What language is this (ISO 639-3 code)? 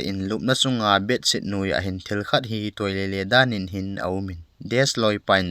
tcz